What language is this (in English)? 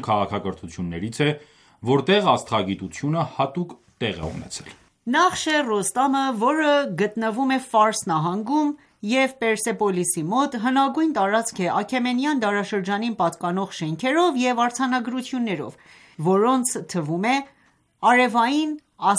Armenian